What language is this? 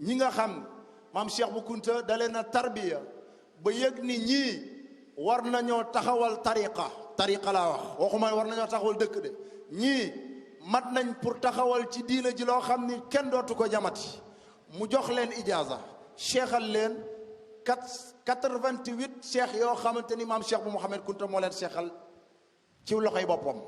Wolof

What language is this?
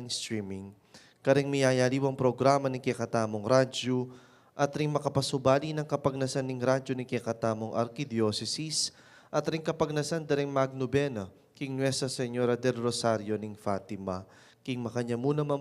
Pampanga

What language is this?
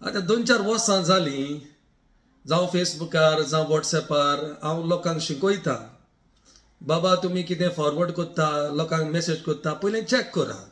Konkani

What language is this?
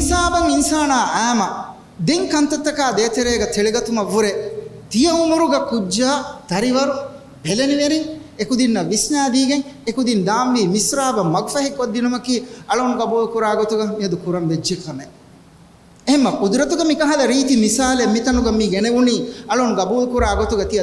Divehi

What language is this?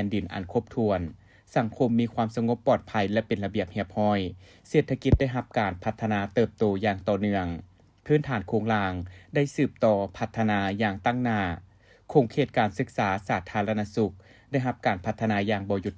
Lao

